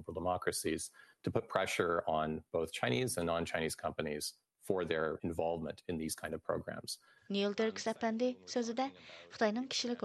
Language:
Uyghur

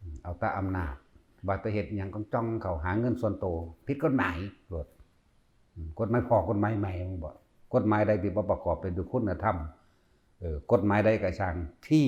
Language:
Northeastern Thai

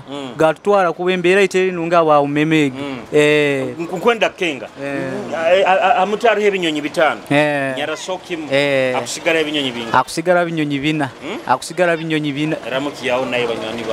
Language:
Nyoro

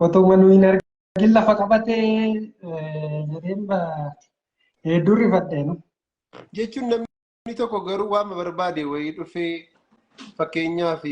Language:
Oromo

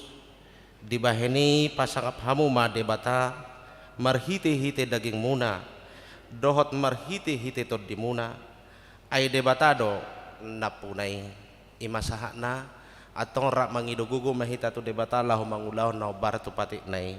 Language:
Batak Toba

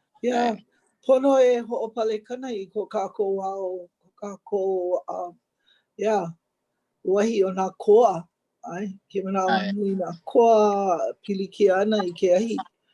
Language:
Hawaiian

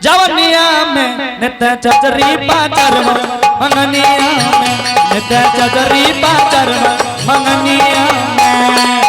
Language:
Angika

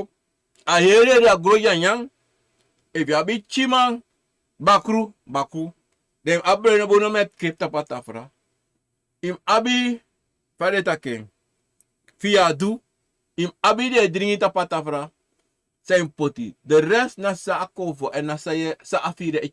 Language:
Sranan Tongo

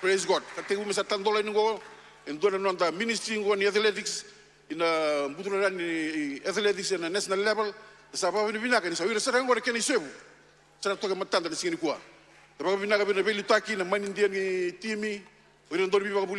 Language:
Fijian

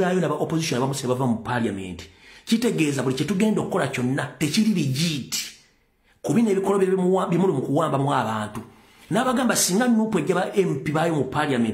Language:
Ganda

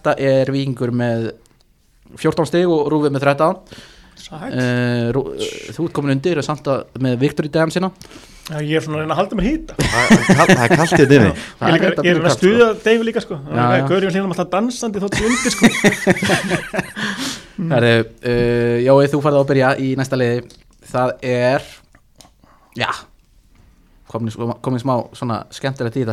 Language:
Icelandic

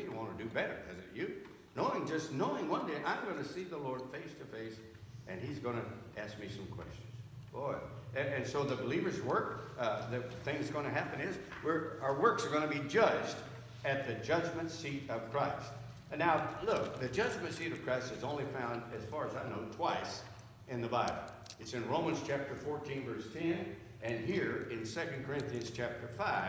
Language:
English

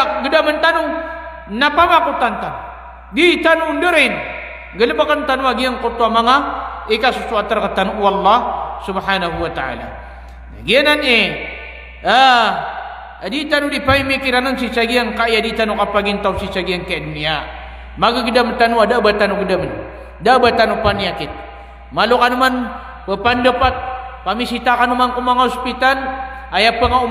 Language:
Maranao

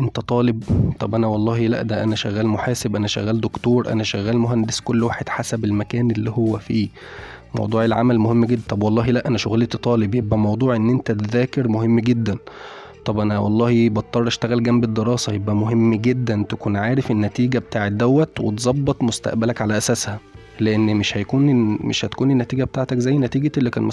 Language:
Egyptian Arabic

